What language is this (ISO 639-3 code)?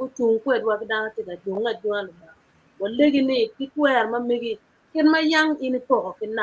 ach